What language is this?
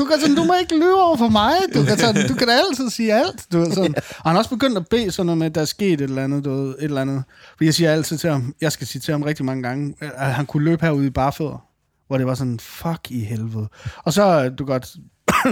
Danish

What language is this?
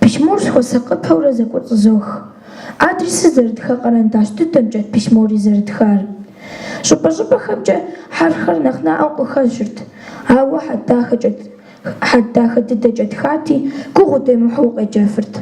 Kabardian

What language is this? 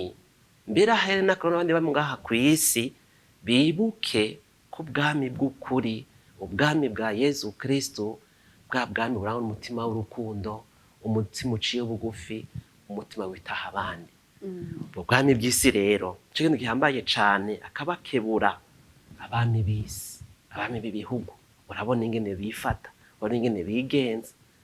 Rundi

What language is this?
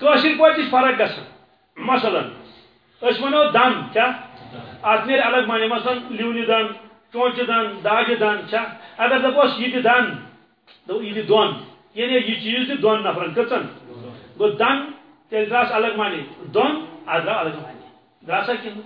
Kashmiri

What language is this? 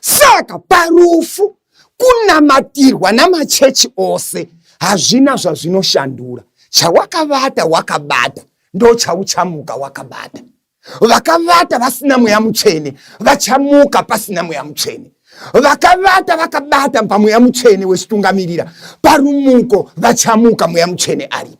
Shona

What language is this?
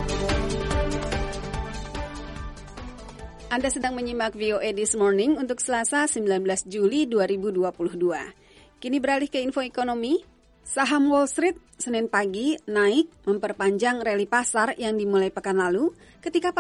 Indonesian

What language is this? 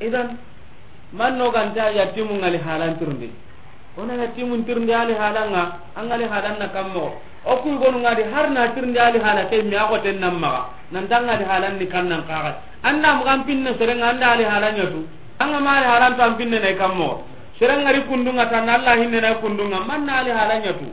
Soninke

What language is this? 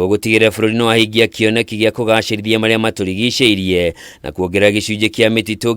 Kikuyu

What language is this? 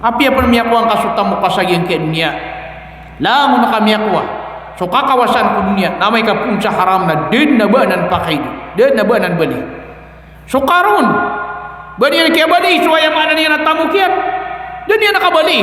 Maranao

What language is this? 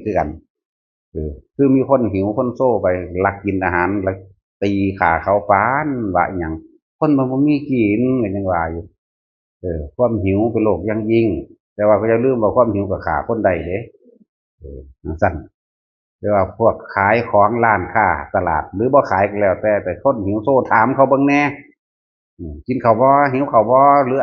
Northeastern Thai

